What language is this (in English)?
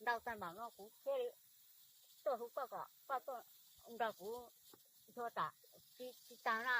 Hmong